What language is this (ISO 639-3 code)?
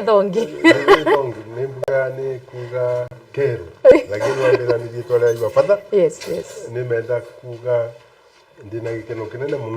mer